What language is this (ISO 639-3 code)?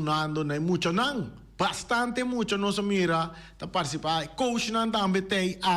pap